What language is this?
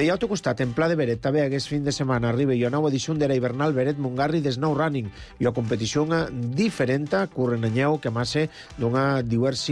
Catalan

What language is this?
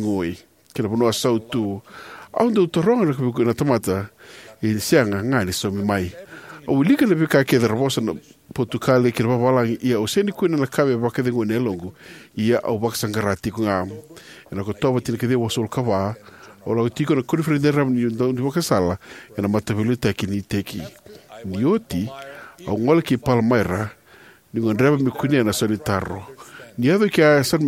Fijian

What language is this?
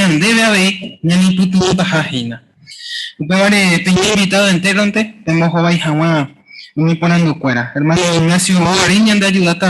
Guarani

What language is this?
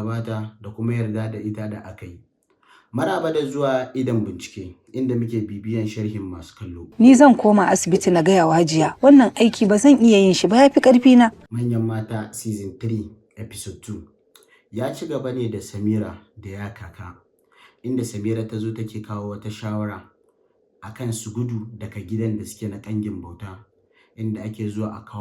Hausa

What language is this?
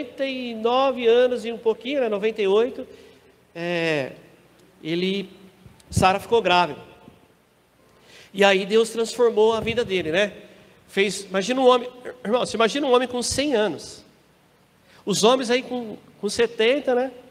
Portuguese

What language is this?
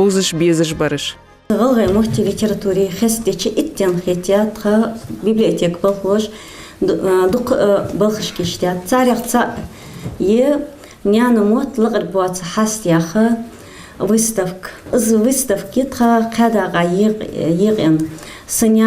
Ingush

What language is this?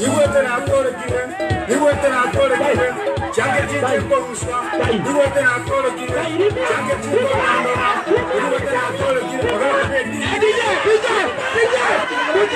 Gusii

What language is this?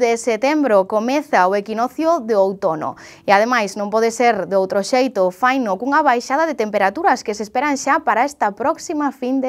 Galician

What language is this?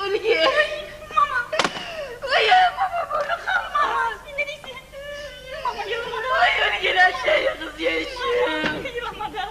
Kumyk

